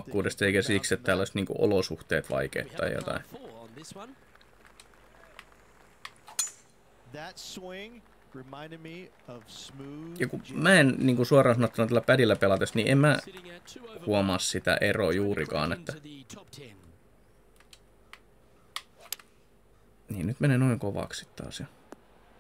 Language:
Finnish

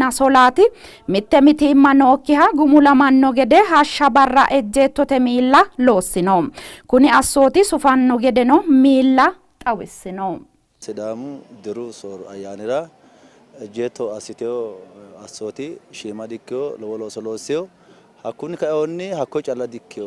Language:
Sidamo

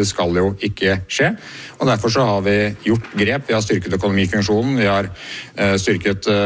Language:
Norwegian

